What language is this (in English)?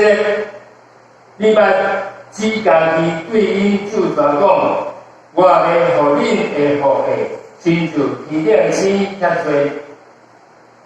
Min Nan Chinese